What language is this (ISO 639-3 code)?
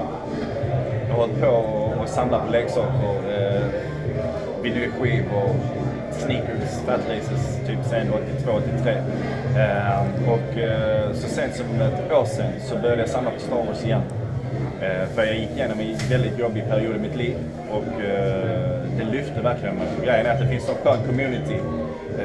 swe